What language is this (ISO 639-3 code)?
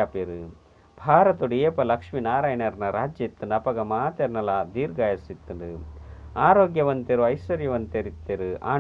tcy